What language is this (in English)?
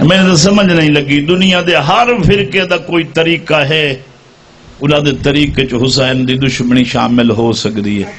Saraiki